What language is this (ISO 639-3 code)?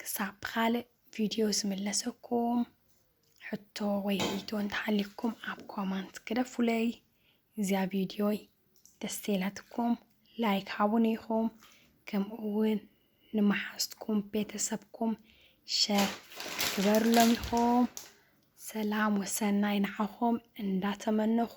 tir